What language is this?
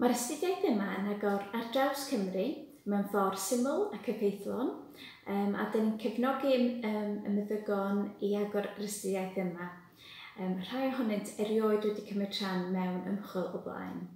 Welsh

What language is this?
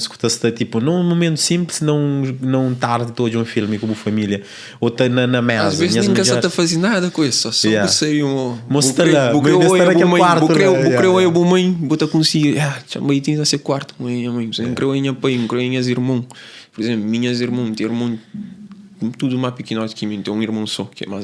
Kabuverdianu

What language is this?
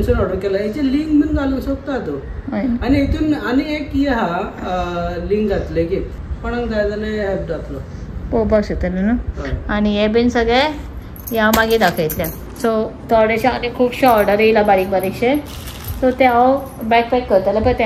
Konkani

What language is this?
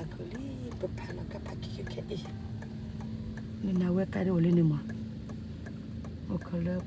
S'gaw Karen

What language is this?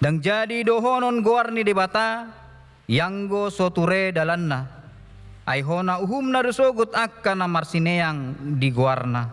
Batak Toba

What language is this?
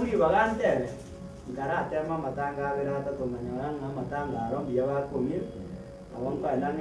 Gusii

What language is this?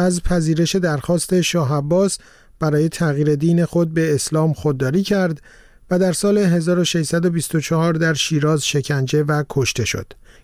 Persian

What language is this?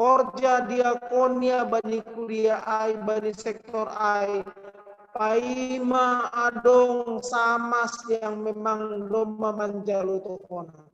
Batak Simalungun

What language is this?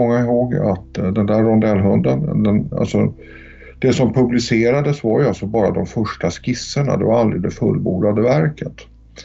Swedish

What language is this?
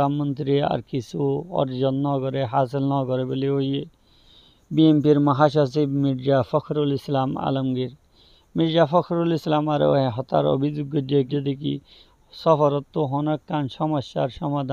Rohingya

